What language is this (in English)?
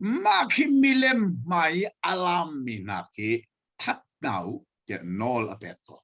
Hakha Chin